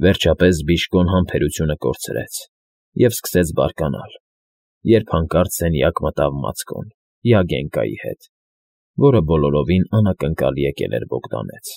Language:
Armenian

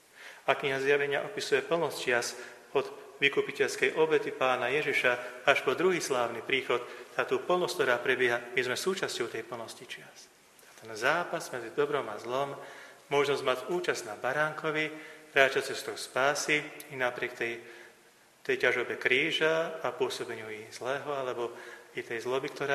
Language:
Slovak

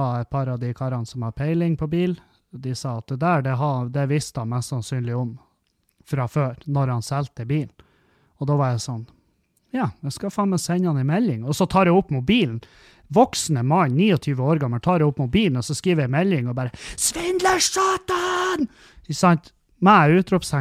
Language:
Norwegian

